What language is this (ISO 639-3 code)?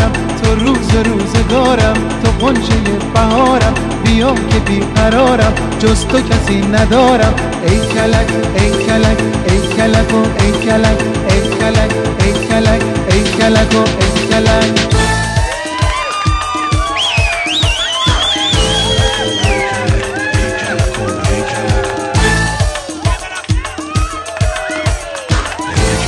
fas